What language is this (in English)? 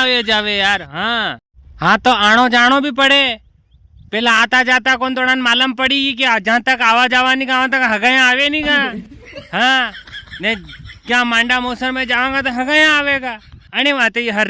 Rajasthani